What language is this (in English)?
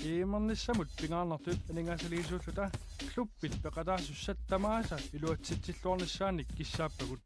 Kalaallisut